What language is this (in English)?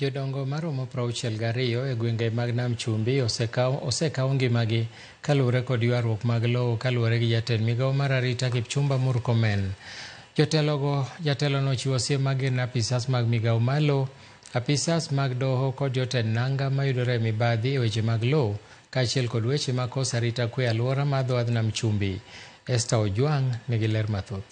Luo (Kenya and Tanzania)